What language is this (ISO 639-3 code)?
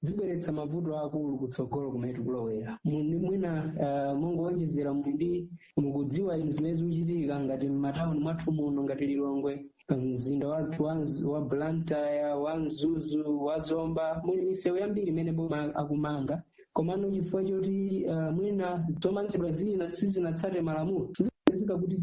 nya